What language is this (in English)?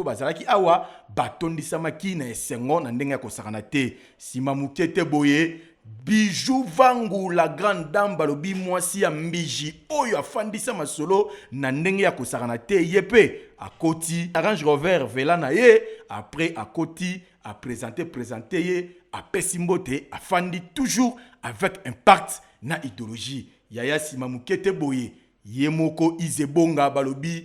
Lingala